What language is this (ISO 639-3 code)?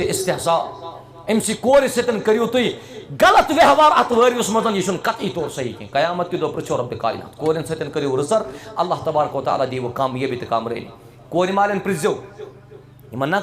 kas